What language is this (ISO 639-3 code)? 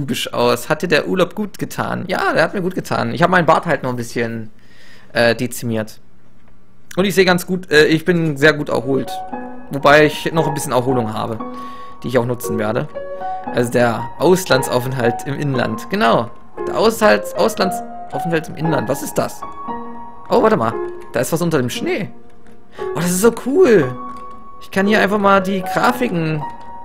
deu